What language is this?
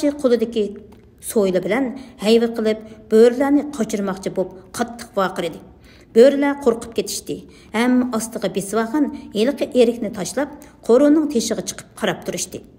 Uyghur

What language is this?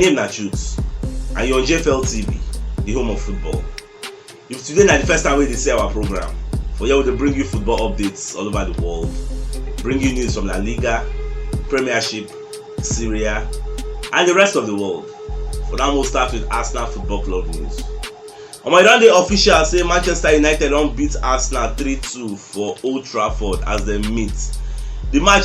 Nigerian Pidgin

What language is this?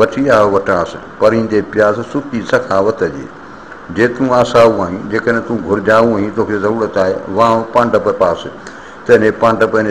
Sindhi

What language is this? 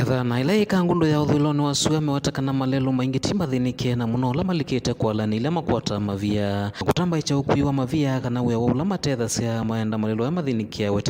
Kamba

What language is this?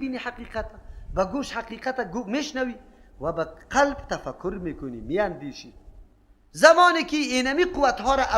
Persian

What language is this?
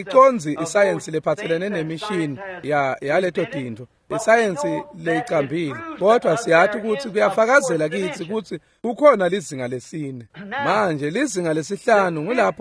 Swati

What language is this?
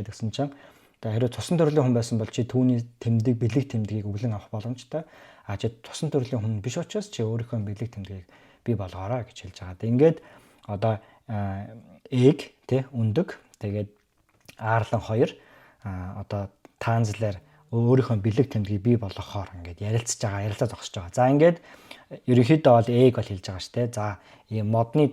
Mongolian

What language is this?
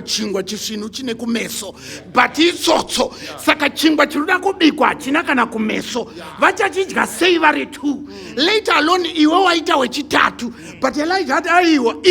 Shona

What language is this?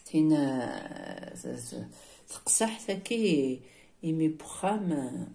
Kabyle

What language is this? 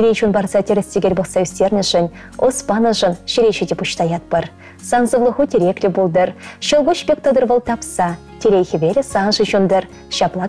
Chuvash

